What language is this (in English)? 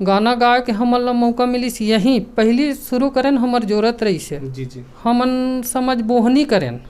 Chhattisgarhi